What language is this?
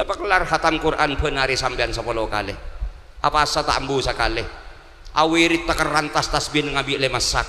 Madurese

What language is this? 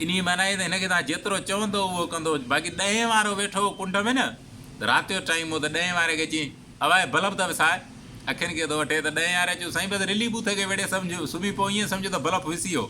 Sindhi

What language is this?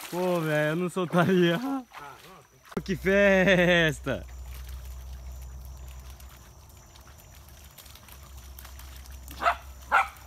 Portuguese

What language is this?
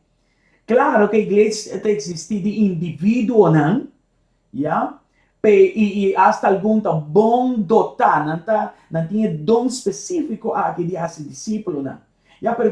Papiamento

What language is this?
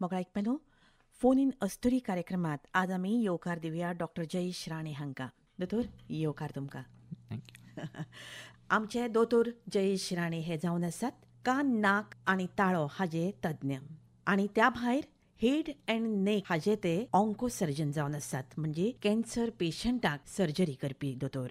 Konkani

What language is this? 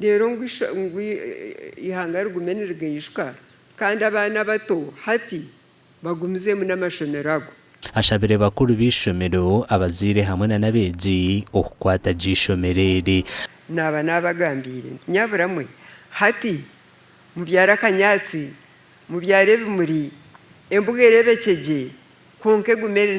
Nyankole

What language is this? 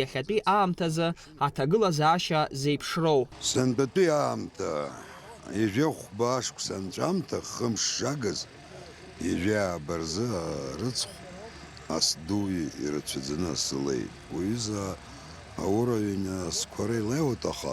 Abkhazian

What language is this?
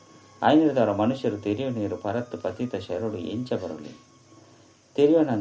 Tulu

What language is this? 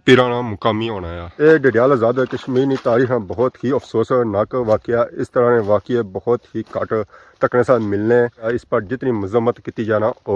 Pahari-Potwari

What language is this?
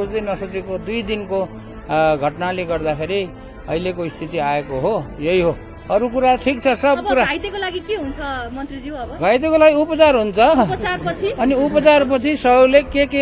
Nepali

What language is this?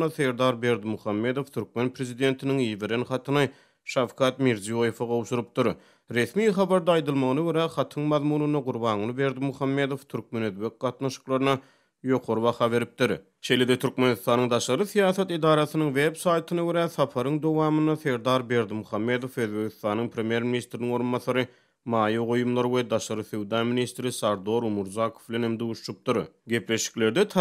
Turkmen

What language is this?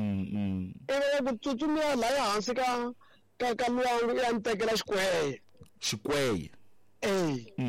Tsonga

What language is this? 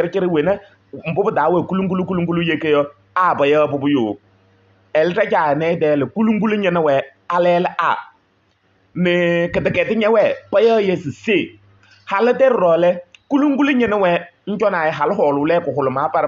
Kabiyè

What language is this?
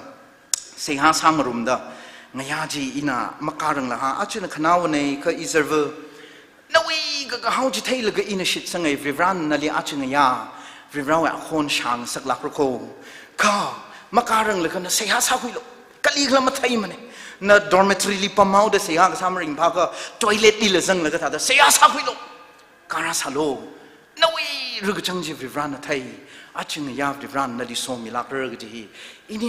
Tangkhul Naga (India)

